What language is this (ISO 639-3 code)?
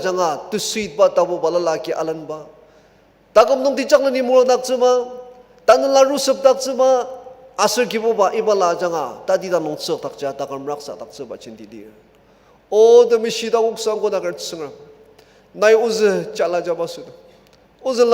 njo